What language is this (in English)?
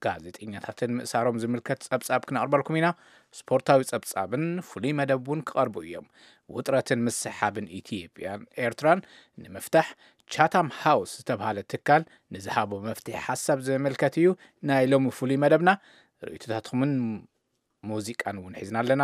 Tigrinya